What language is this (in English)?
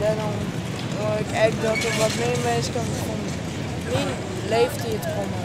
Western Frisian